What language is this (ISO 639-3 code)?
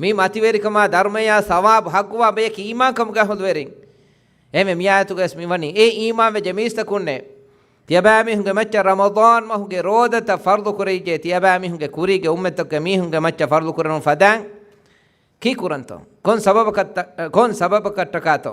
div